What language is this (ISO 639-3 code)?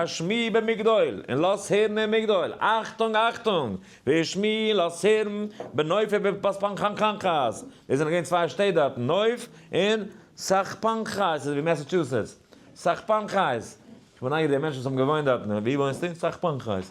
yid